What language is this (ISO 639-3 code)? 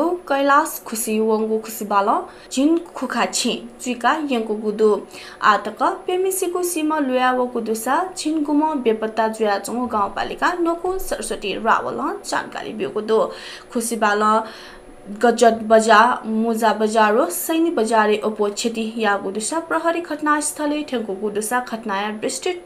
new